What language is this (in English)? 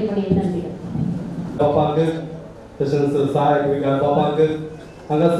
Konkani